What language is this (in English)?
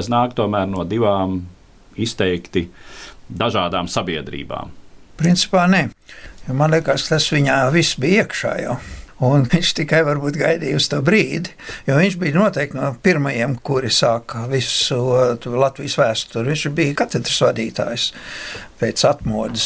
Latvian